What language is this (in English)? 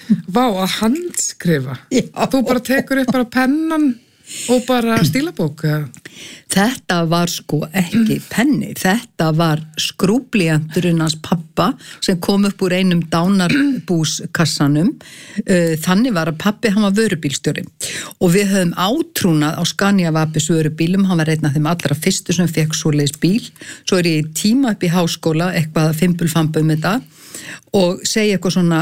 Icelandic